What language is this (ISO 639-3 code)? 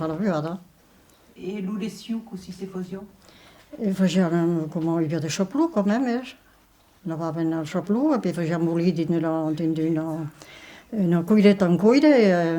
oci